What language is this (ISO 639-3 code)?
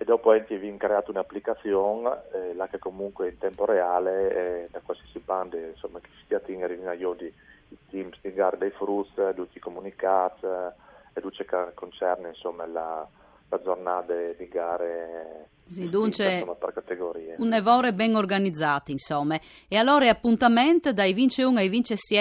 fur